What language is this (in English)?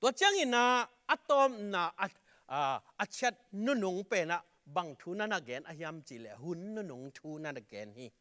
Tedim Chin